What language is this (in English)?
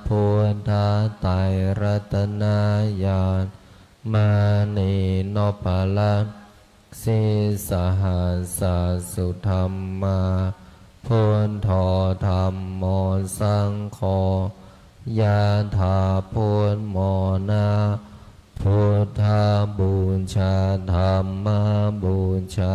Pali